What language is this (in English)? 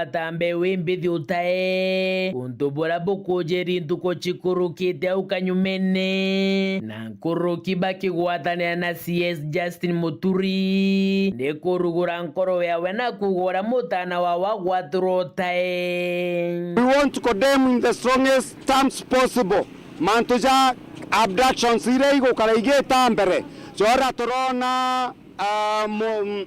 Meru